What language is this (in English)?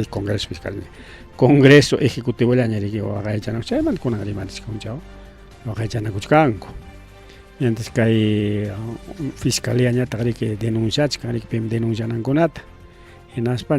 Ayacucho Quechua